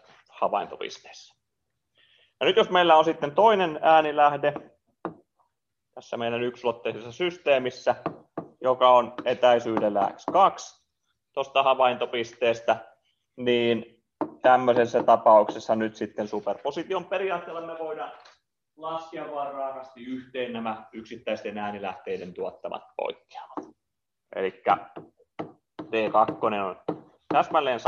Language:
Finnish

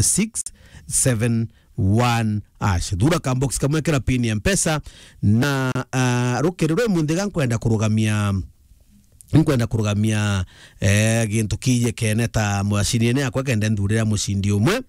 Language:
Meru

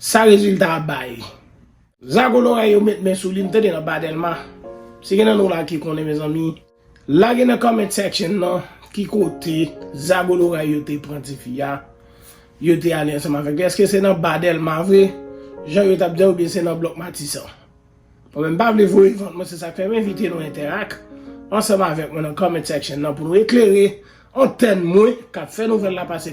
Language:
Haitian Creole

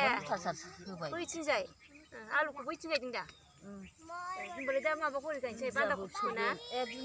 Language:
Bodo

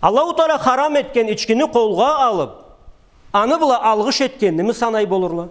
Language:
Karachay-Balkar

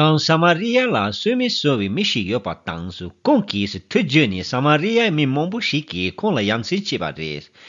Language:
Tibetan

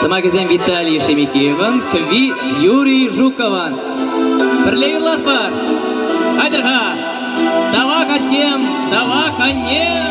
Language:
Chuvash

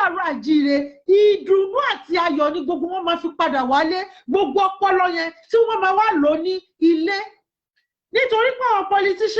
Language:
Yoruba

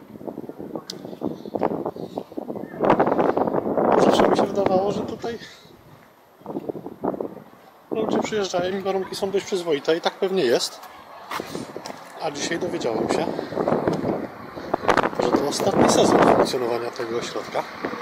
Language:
Polish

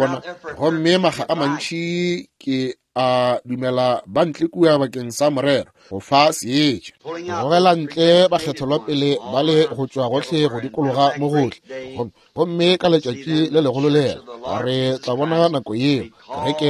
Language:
Northern Sotho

